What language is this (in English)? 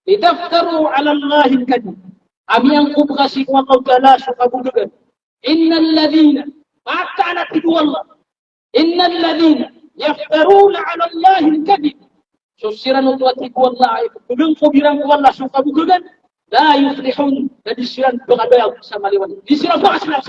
Maranao